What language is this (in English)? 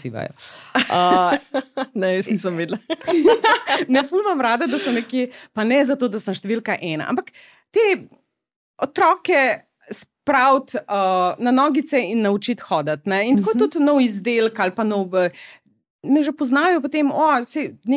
Slovenian